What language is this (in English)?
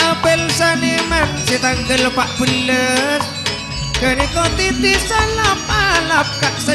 Madurese